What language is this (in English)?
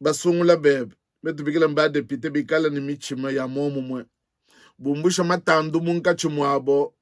Luba-Lulua